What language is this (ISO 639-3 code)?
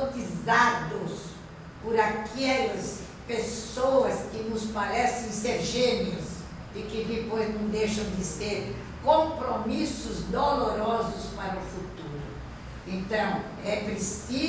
por